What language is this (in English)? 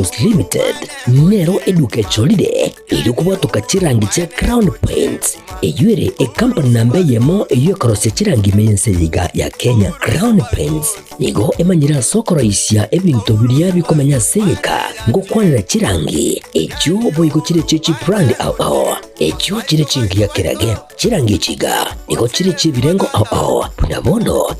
Gusii